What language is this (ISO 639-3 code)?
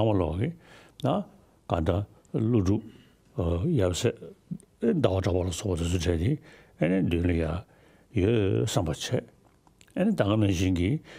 bod